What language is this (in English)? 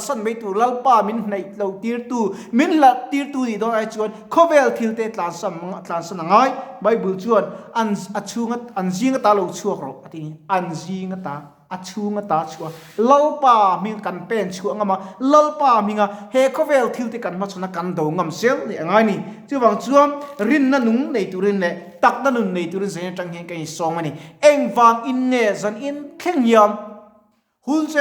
Mizo